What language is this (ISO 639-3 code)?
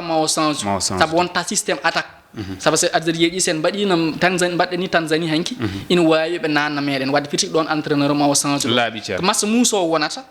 ful